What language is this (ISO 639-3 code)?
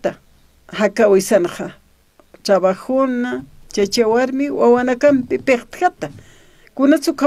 aym